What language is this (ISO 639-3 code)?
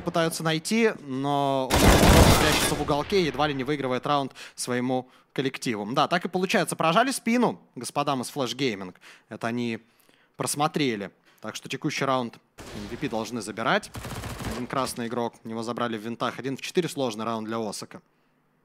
rus